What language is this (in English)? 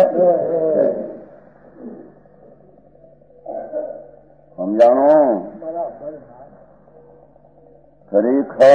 Gujarati